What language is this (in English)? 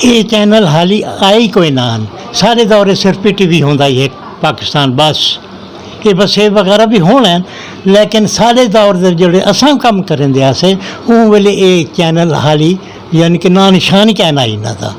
Saraiki